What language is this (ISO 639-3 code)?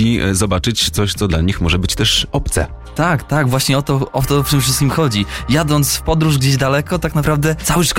pol